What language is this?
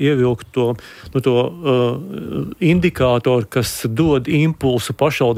Latvian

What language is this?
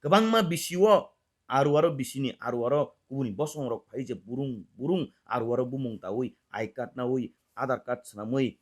Kok Borok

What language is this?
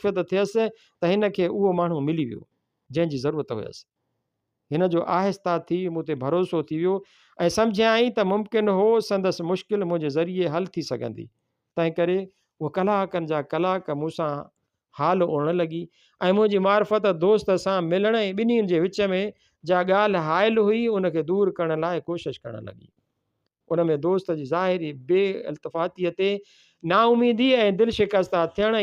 Sindhi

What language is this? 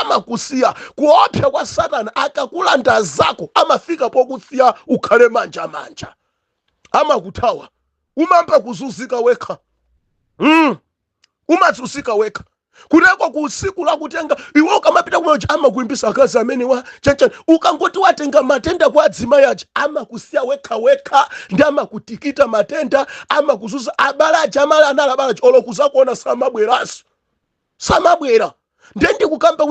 Nyanja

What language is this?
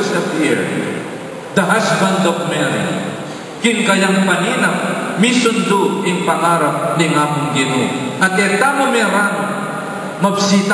Pampanga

